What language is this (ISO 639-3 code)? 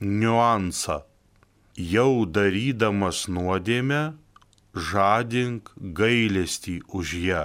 lit